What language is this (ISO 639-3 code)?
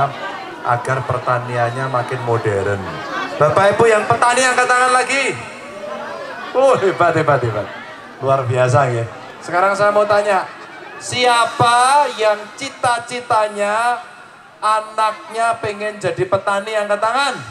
ind